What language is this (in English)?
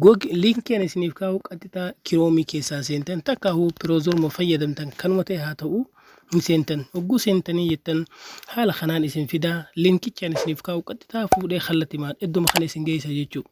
Oromo